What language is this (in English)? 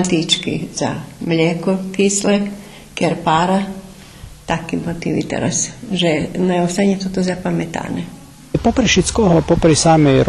Rusyn